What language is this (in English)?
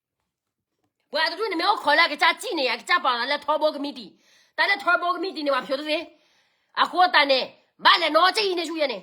S'gaw Karen